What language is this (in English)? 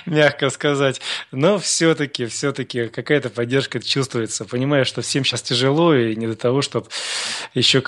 Russian